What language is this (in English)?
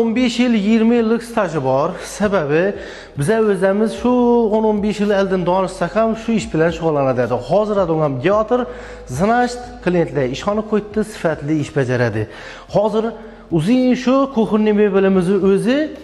Uzbek